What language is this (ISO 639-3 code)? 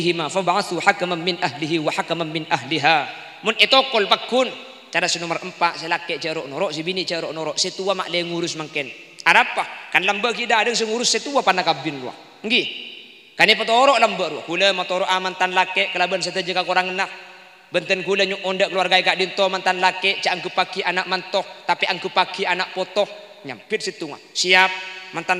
mad